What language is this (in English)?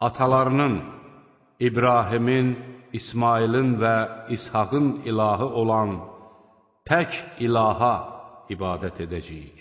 Azerbaijani